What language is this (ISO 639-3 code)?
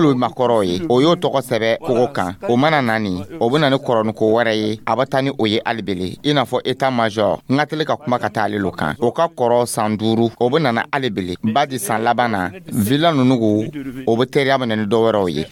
dyu